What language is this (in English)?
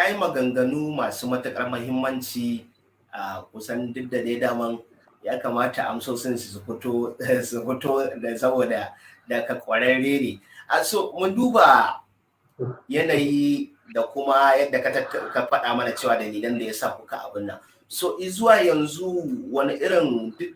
Hausa